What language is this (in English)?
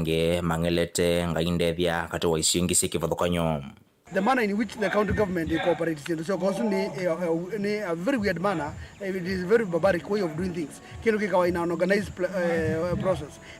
Kamba